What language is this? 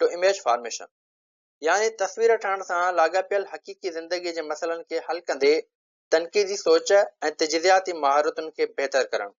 Sindhi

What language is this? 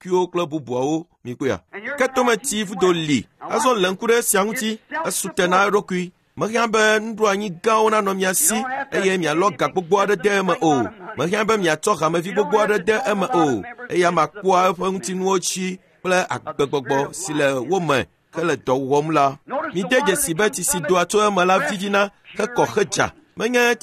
Ewe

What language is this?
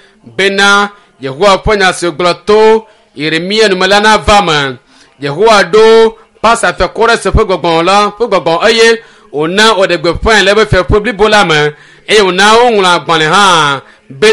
Ewe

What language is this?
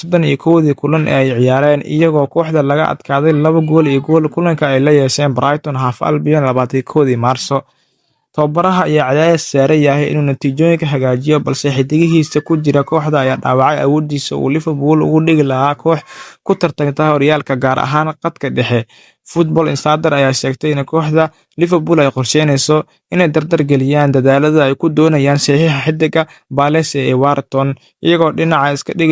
Somali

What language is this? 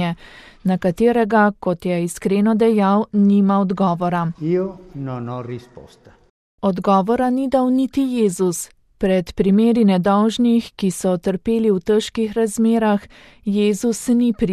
Slovenian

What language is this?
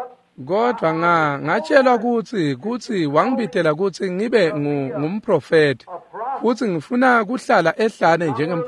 Swati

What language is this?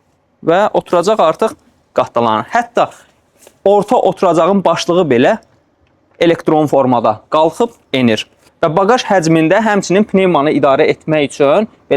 Azerbaijani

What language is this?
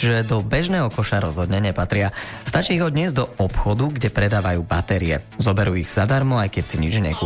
Slovak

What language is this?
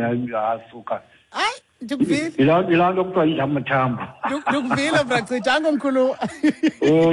Xhosa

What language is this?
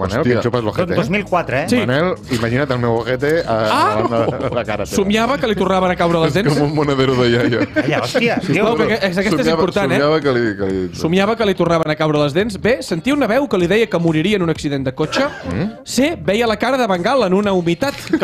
Catalan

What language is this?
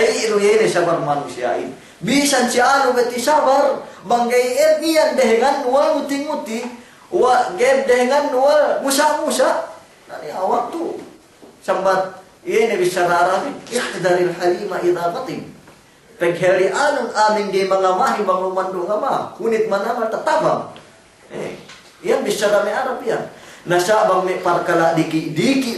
Yakan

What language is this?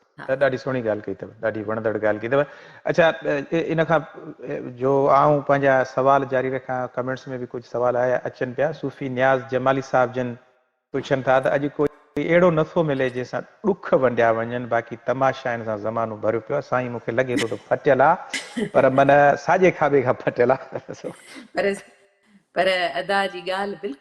Sindhi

